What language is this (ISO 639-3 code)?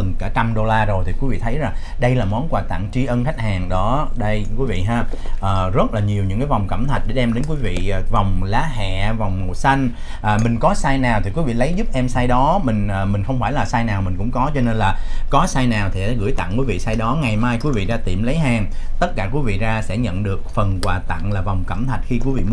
vie